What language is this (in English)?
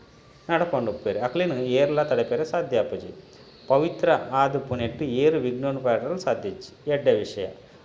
Tulu